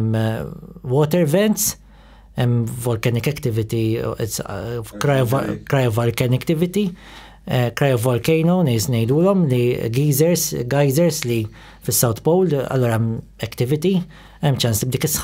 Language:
Maltese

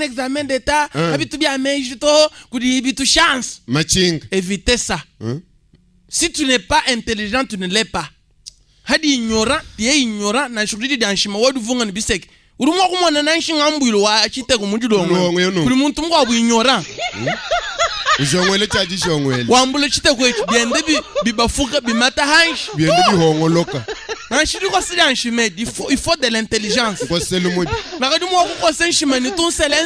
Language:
Luba-Lulua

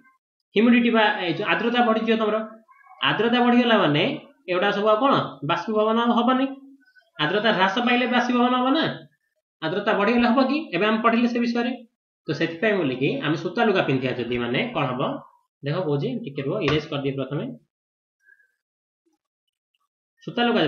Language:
Odia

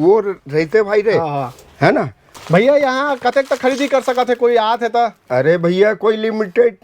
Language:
Chhattisgarhi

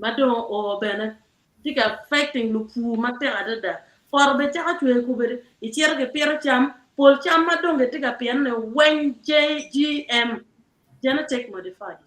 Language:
Acoli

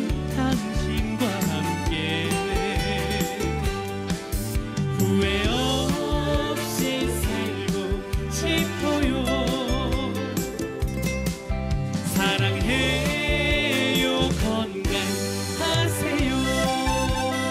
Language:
Korean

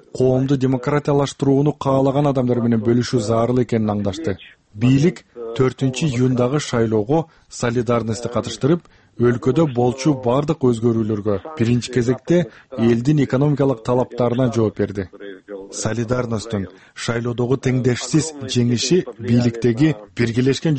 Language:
Kyrgyz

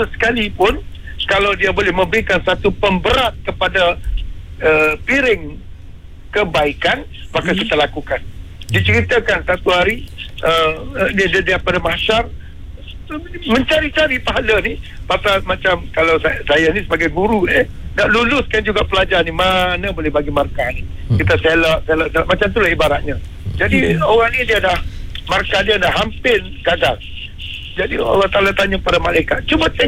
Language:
Malay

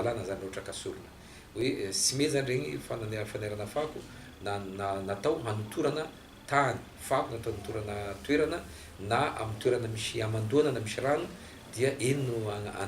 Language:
Malagasy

